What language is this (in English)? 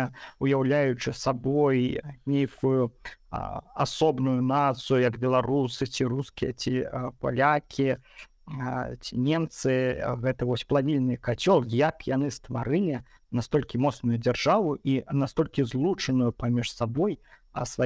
Belarusian